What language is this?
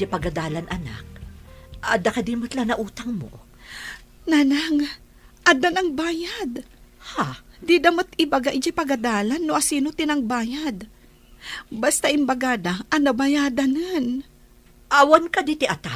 Iloko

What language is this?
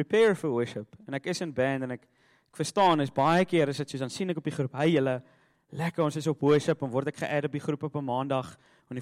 Afrikaans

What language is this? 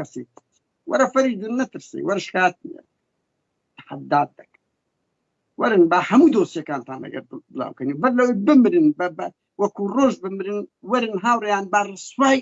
Central Kurdish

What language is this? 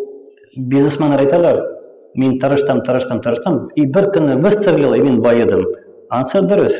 Tatar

